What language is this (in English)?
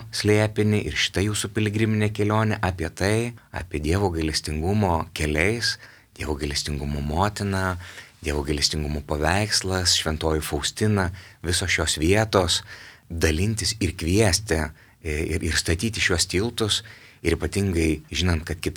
Lithuanian